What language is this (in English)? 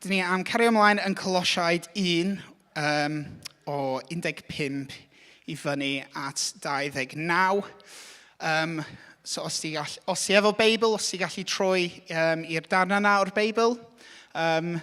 Welsh